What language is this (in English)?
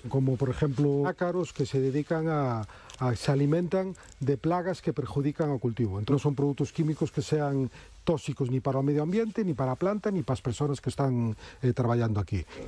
Galician